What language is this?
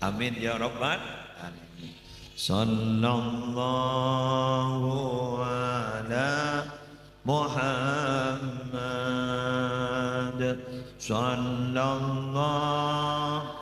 Madurese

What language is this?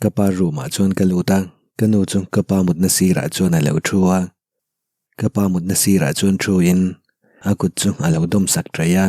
Mizo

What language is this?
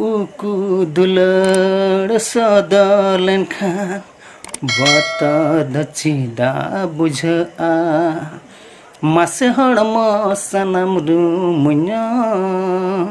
Santali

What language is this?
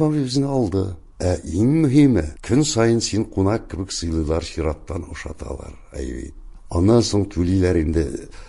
Tatar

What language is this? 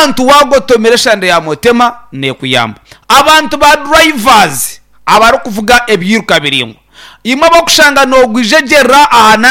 Nyankole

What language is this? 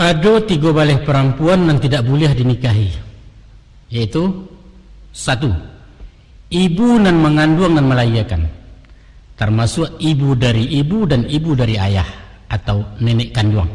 Minangkabau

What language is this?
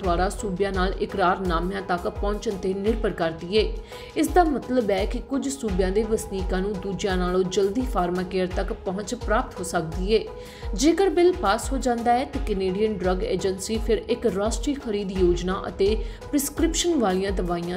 Punjabi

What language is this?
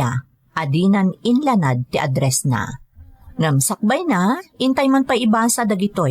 Iloko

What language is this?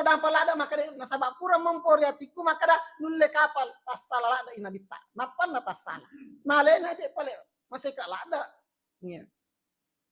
Buginese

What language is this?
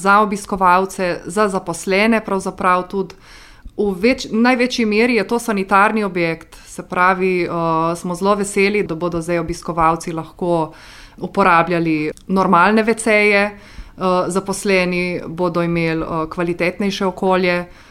Slovenian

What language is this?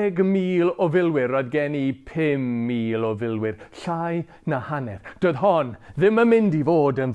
Welsh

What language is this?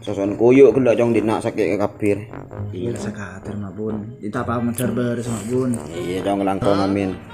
Madurese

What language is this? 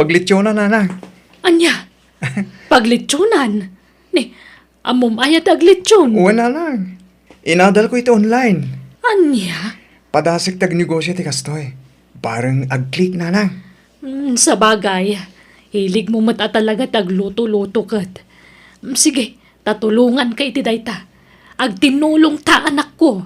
Iloko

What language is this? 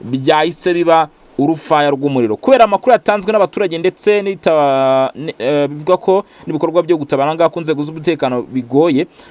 Kinyarwanda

